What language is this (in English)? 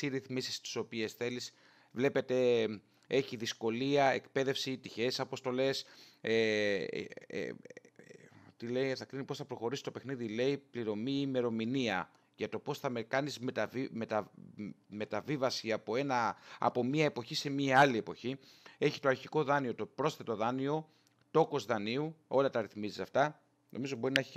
Greek